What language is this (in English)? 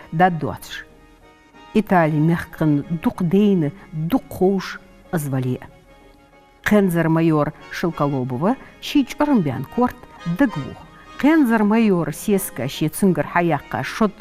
Ingush